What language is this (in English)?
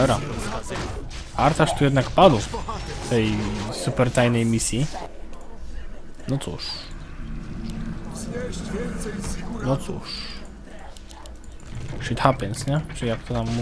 Polish